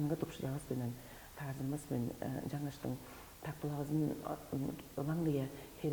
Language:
Tuvinian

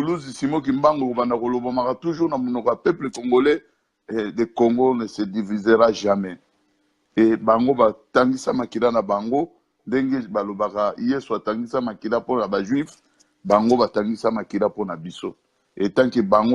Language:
Lingala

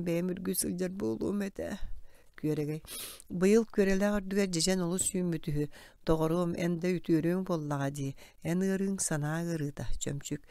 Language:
Yakut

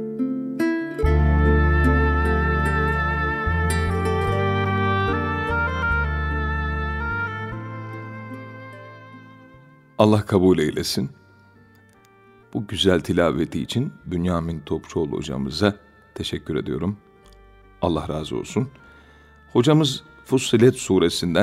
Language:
Turkish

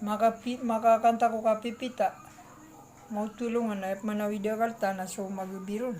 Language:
Maranao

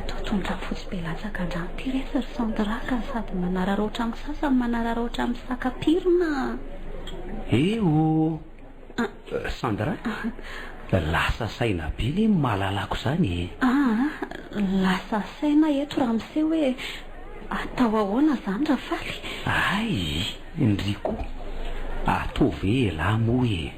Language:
Malagasy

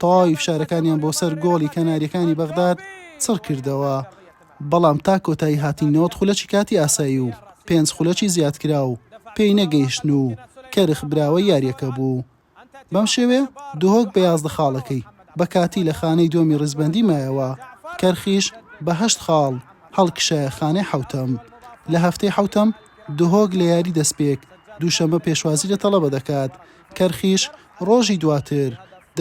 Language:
Central Kurdish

